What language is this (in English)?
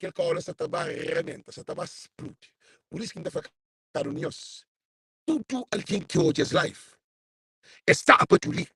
Kabuverdianu